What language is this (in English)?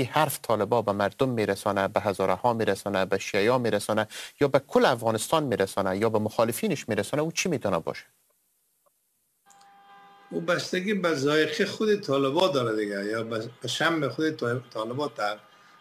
Persian